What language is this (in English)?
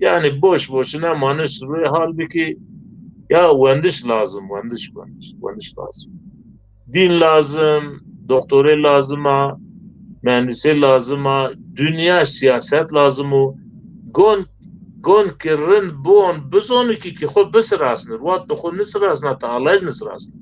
Zaza